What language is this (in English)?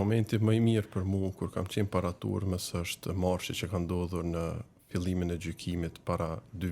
Albanian